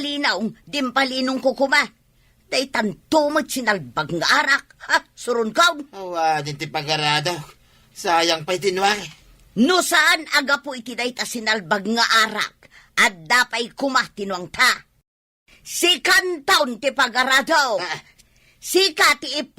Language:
Iloko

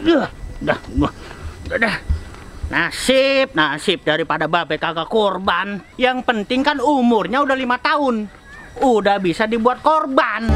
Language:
Betawi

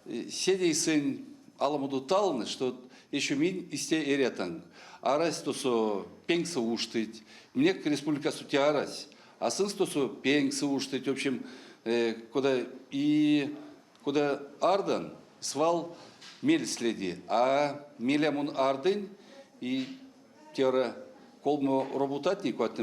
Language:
Erzya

